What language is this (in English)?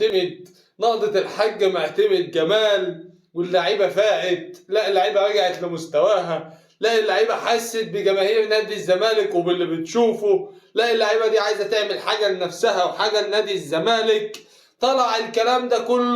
Egyptian Arabic